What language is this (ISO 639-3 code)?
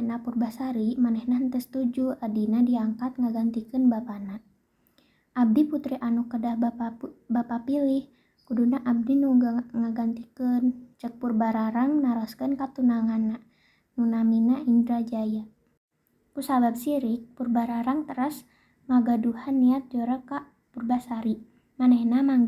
sun